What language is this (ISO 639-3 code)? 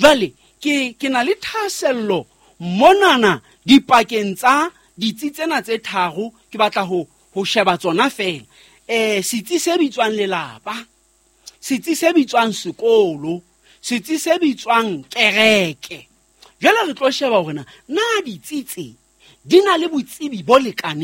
sot